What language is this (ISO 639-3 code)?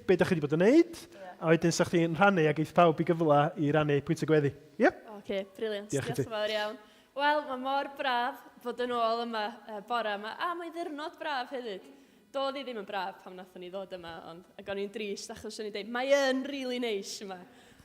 cym